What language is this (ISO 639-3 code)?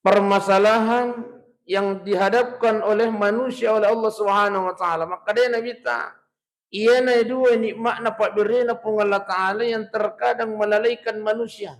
bug